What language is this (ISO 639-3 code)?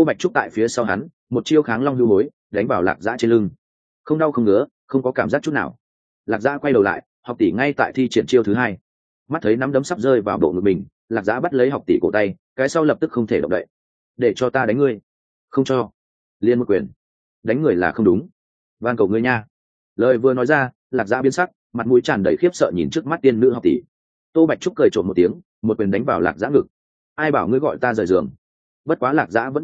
vie